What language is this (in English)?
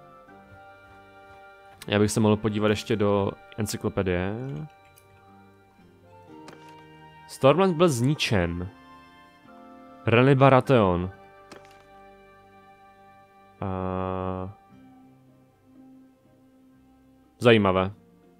Czech